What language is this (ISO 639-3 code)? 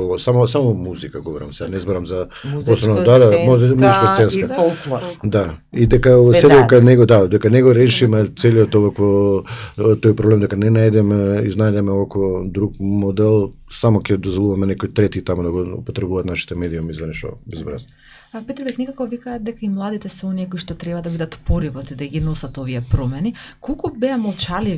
mkd